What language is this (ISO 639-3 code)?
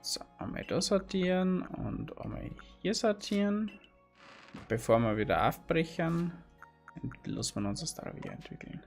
bar